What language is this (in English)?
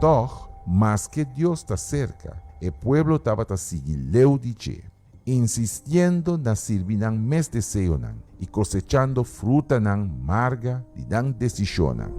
Papiamento